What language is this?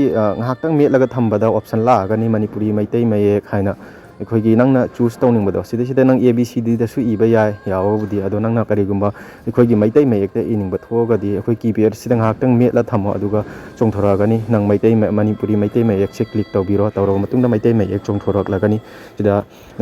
Manipuri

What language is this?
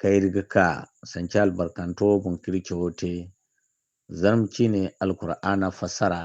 Zarma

